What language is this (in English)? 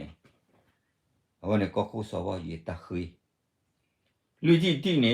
S'gaw Karen